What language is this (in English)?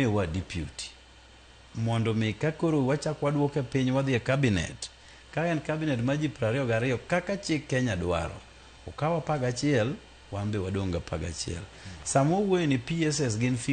Luo (Kenya and Tanzania)